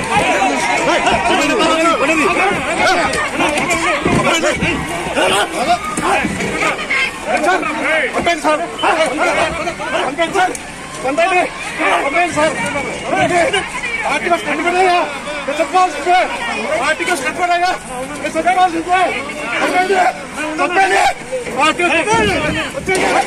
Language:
Telugu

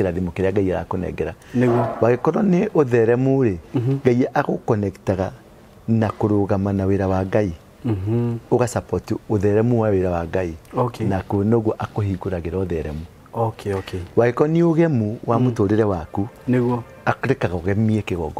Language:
Kikuyu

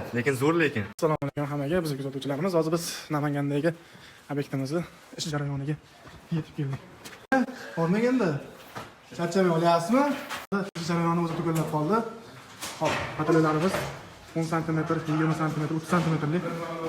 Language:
Uzbek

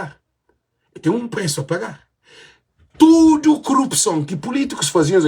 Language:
Kabuverdianu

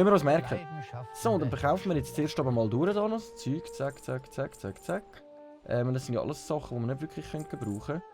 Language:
Swiss German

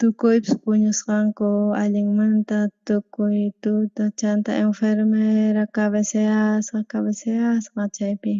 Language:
South Bolivian Quechua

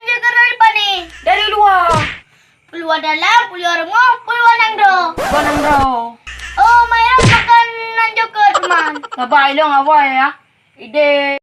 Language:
Achinese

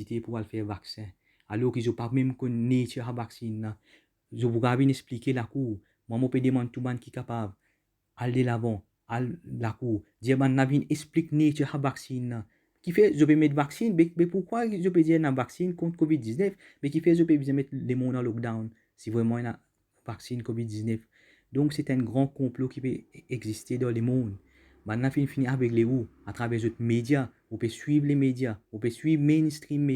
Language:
Morisyen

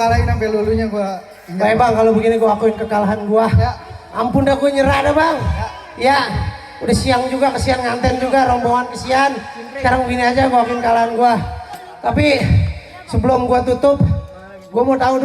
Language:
Betawi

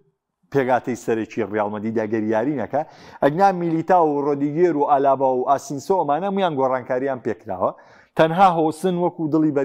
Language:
Central Kurdish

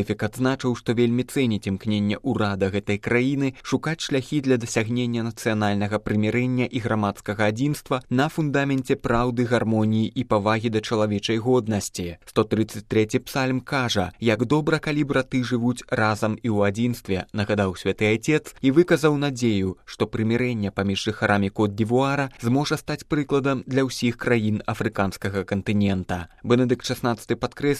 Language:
Belarusian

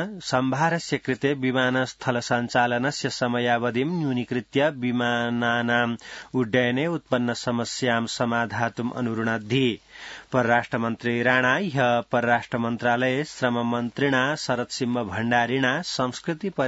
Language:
Sanskrit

